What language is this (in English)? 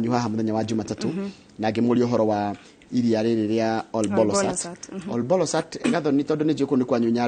Kikuyu